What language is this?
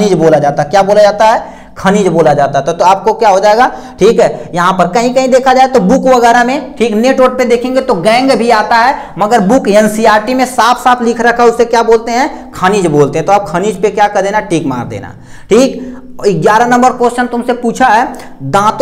Hindi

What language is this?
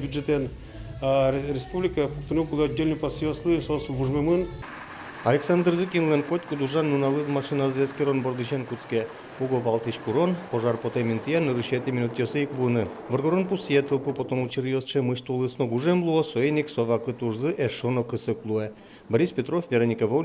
Udmurt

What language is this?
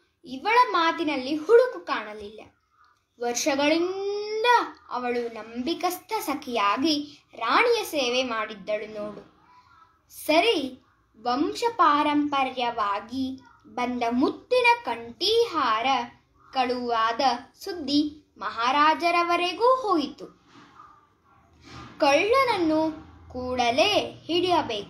Kannada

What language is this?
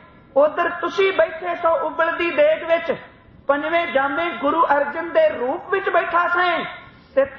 Punjabi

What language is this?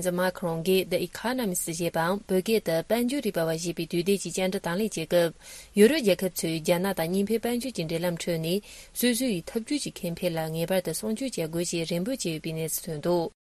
Tibetan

